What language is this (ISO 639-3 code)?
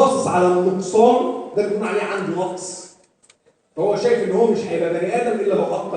arz